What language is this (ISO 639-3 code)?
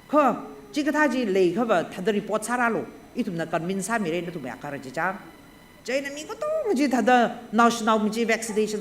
nmf